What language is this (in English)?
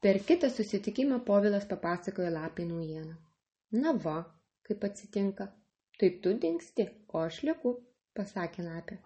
Lithuanian